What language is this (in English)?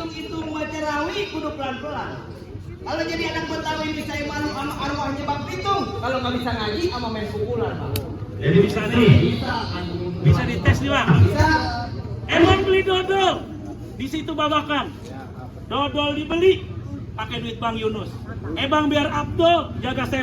Betawi